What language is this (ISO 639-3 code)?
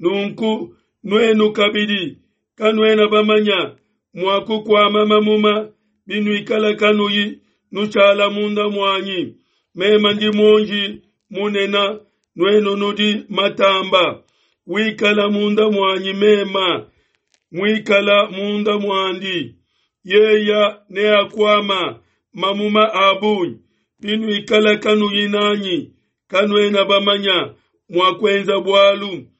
lua